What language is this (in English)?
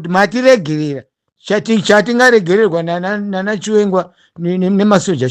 Shona